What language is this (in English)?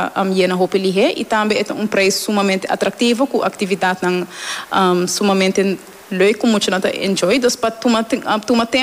Papiamento